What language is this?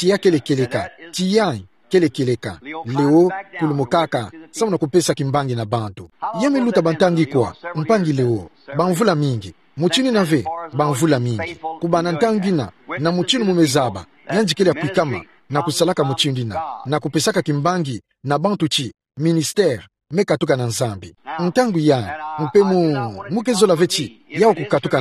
Kituba (Democratic Republic of Congo)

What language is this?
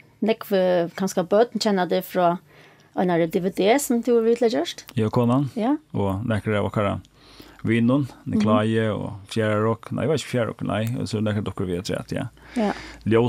Faroese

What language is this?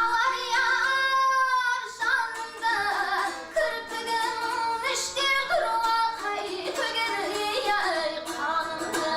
Kara-Kalpak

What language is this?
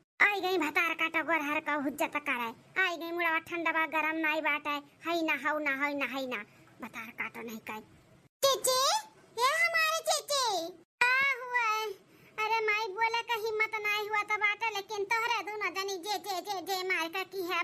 Awadhi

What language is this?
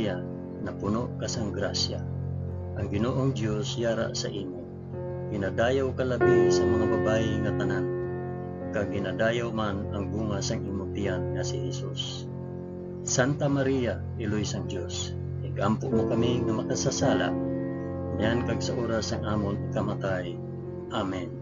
Hiligaynon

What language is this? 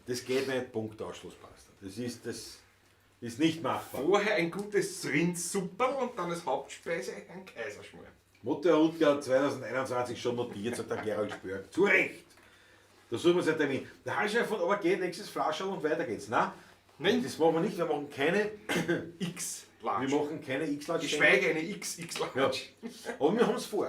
Bavarian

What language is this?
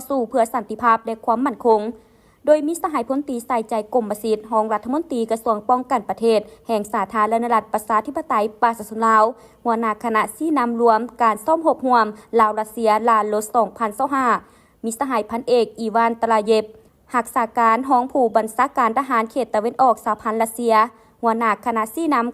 Lao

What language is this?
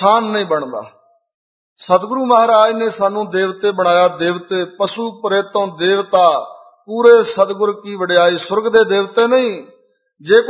Punjabi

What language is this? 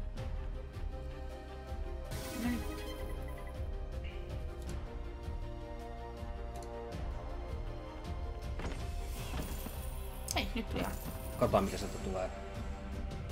Finnish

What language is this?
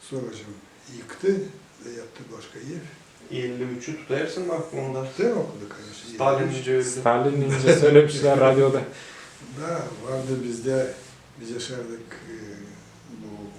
Gagauz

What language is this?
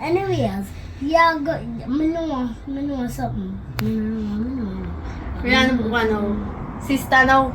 Jamaican Creole English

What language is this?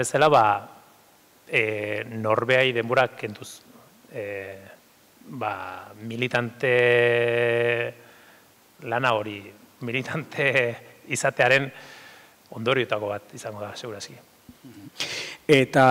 Basque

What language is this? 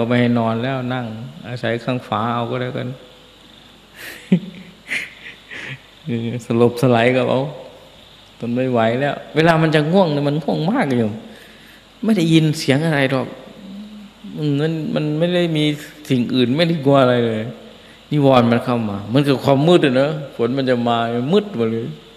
Thai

